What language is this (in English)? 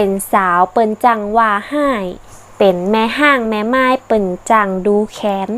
Northern Thai